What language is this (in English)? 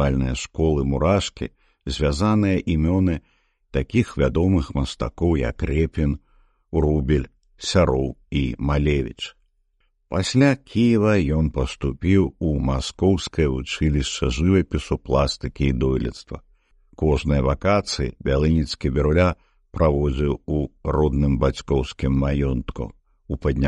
Belarusian